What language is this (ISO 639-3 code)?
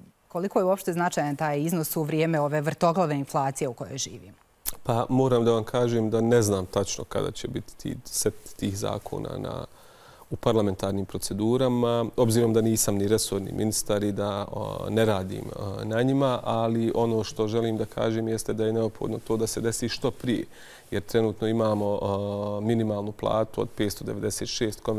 bos